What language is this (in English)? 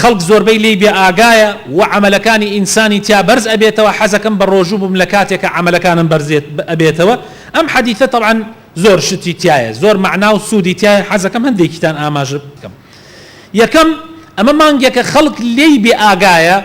Central Kurdish